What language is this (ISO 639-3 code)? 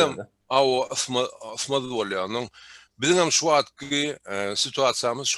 tuk